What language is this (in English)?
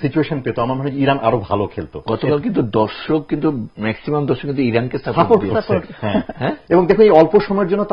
Bangla